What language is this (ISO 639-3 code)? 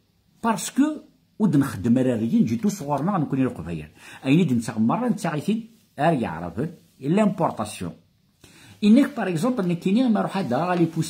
kab